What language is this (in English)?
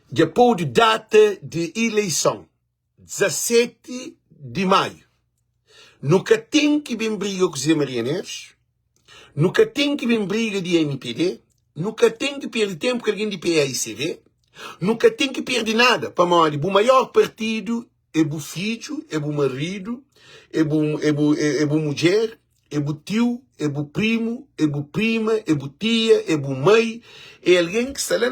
Kabuverdianu